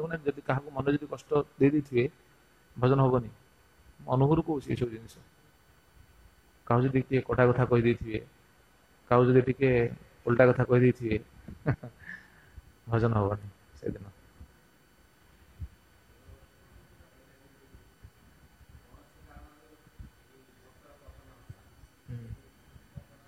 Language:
Odia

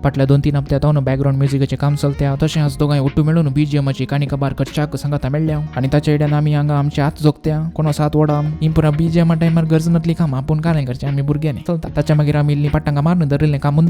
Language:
Konkani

